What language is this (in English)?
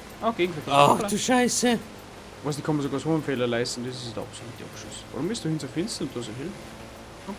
Bavarian